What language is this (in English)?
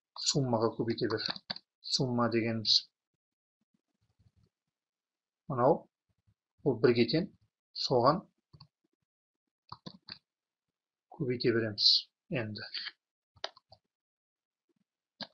Kazakh